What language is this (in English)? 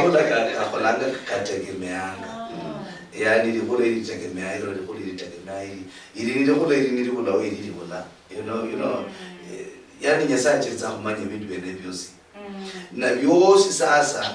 Luyia